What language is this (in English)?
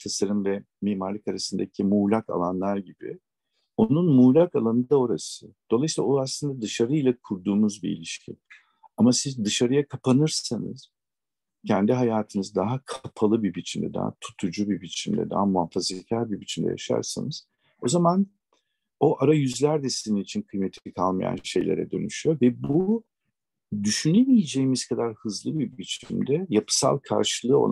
Turkish